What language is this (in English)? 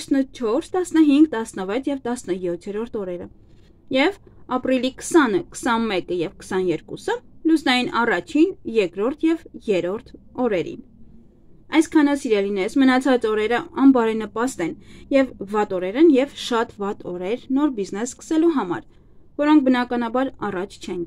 Armenian